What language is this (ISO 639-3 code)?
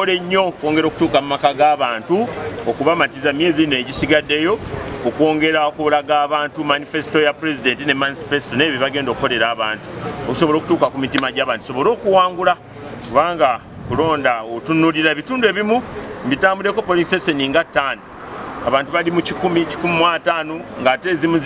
lug